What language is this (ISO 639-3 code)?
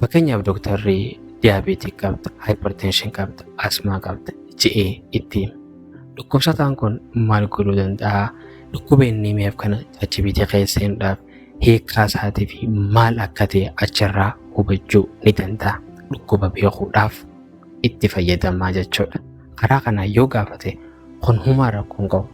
orm